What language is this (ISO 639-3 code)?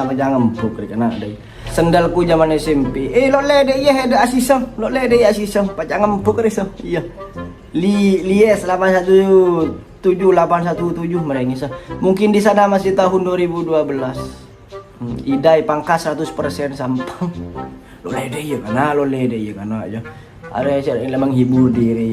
mad